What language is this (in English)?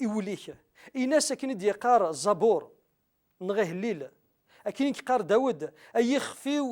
Kabyle